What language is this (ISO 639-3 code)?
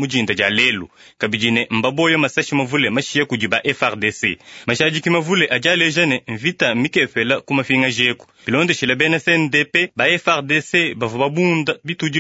lua